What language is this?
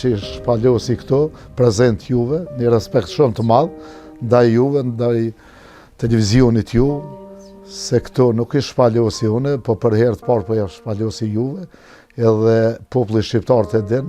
Albanian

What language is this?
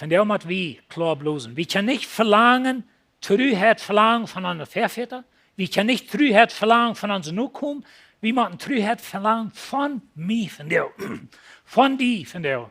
Plautdietsch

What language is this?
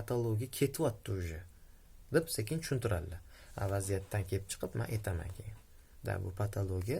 Uzbek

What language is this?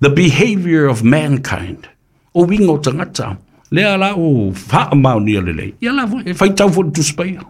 Samoan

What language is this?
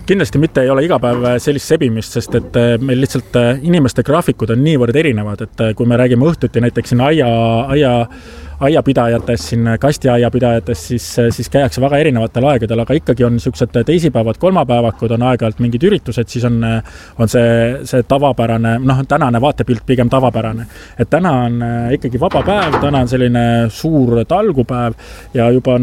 Estonian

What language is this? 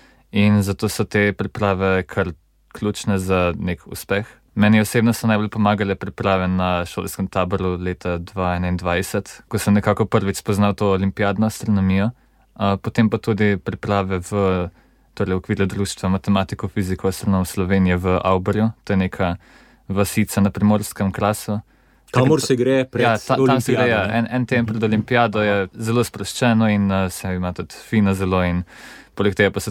Slovenian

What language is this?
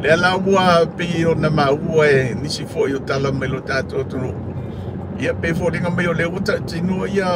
Samoan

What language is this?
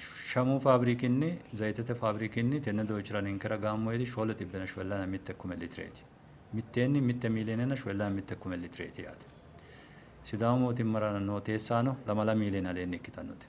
Sidamo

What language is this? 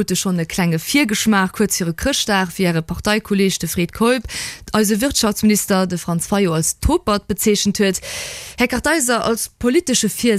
Luxembourgish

